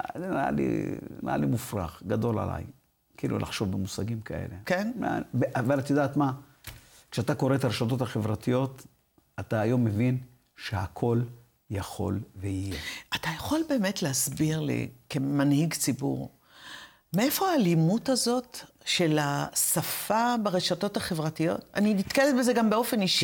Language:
Hebrew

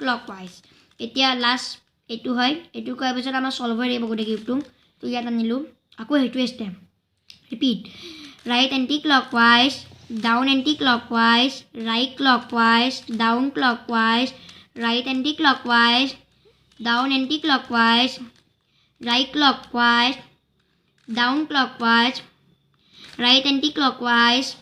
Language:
Assamese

